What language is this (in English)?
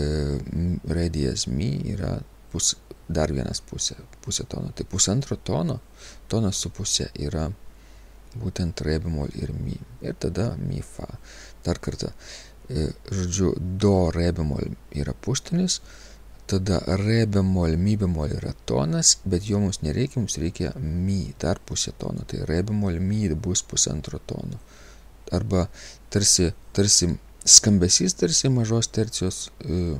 Lithuanian